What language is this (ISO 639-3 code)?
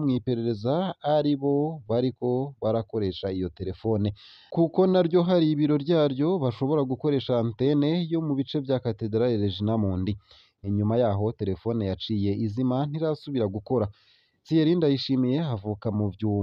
run